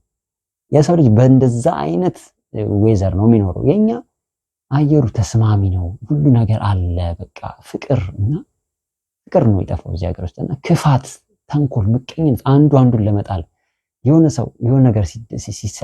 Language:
Amharic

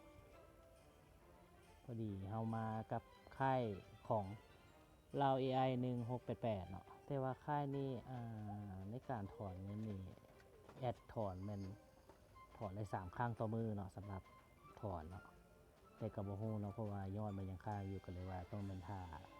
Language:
Lao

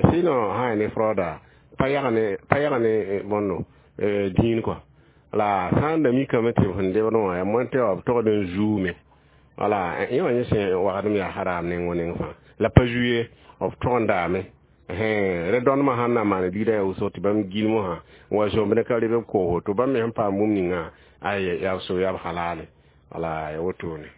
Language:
Mossi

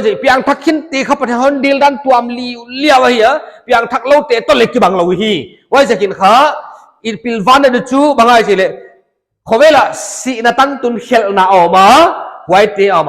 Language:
Paite Chin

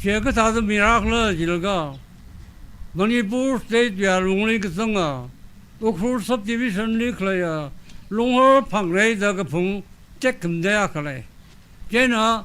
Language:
Tangkhul Naga (India)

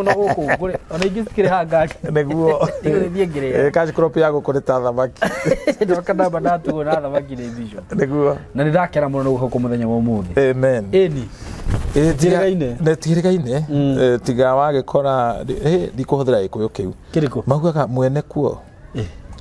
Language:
Kikuyu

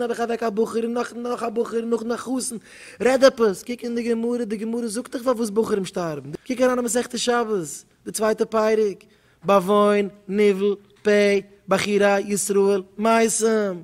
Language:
Yiddish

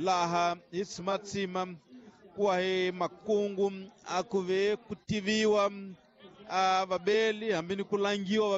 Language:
Tsonga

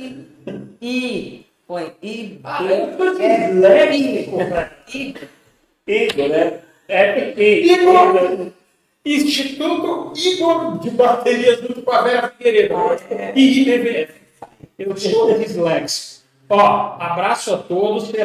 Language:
Portuguese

